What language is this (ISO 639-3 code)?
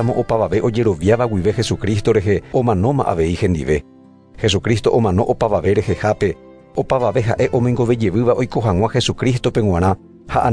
grn